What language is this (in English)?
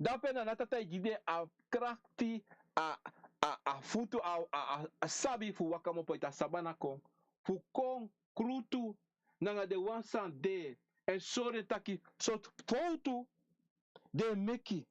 Sranan Tongo